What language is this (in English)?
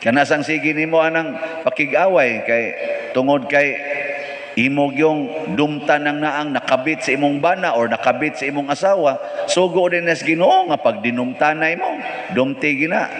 Cebuano